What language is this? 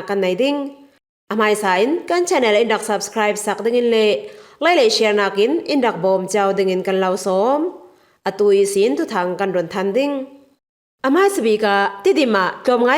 Falam Chin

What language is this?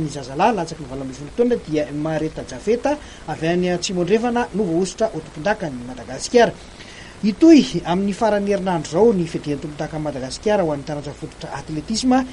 Malagasy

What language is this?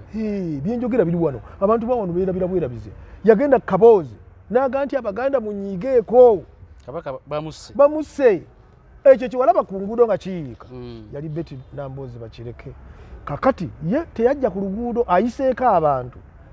Ganda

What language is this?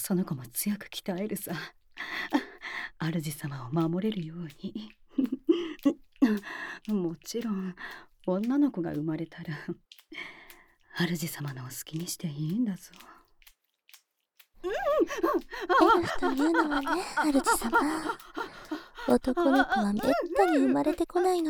Japanese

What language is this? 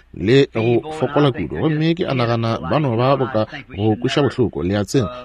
Northern Sotho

